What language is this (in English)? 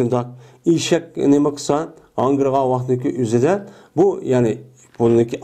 Uyghur